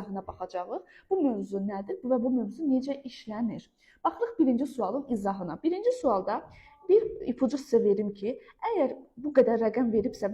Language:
Azerbaijani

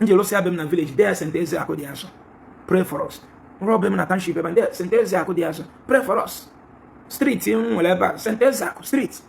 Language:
Igbo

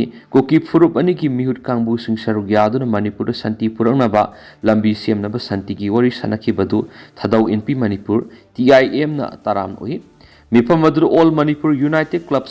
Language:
Manipuri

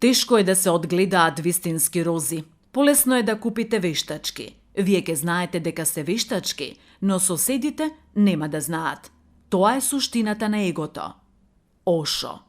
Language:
Macedonian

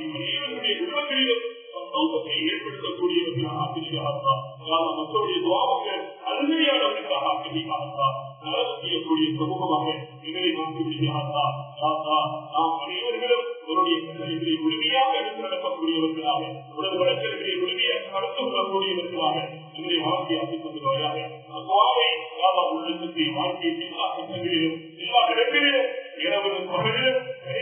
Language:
Tamil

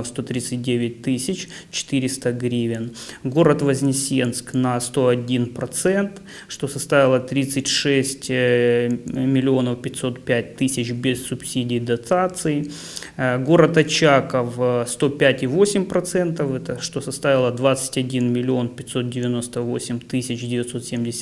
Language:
Russian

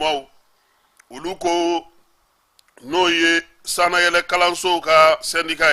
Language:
Bambara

